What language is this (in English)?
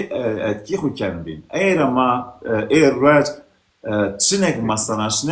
Zaza